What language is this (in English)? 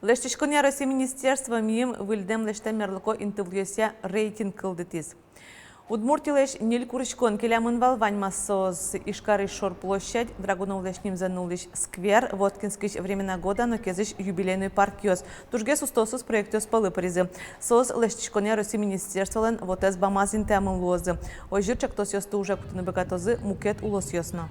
Udmurt